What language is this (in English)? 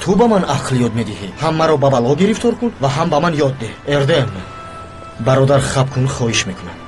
Tajik